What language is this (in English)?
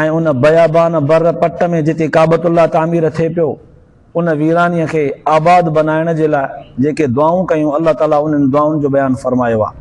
Sindhi